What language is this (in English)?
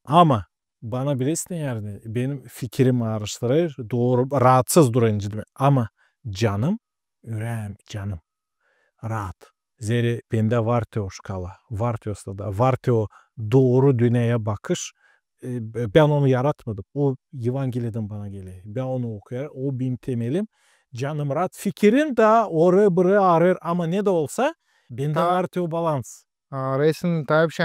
Gagauz